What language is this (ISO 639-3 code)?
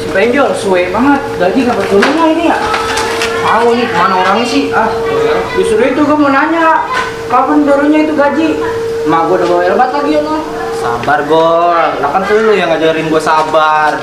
bew